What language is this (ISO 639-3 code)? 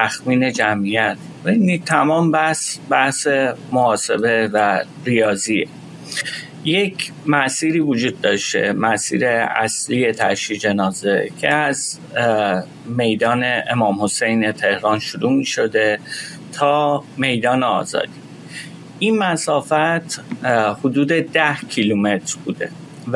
fas